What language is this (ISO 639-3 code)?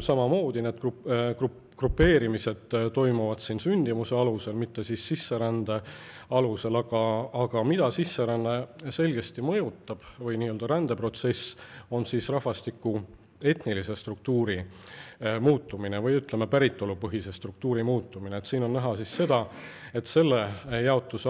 est